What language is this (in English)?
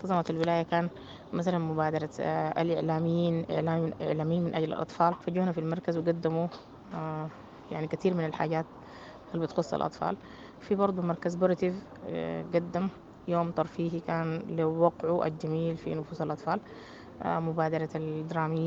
Sudanese Arabic